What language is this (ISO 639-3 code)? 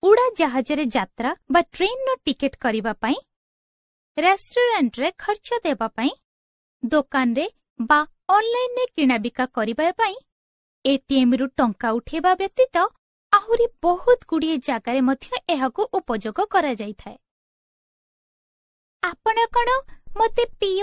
ori